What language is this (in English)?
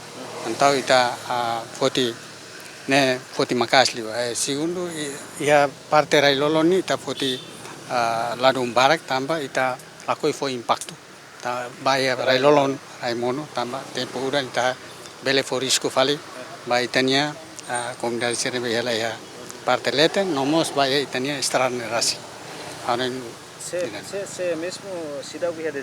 Tetum